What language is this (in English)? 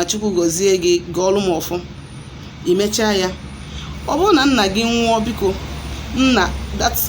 Igbo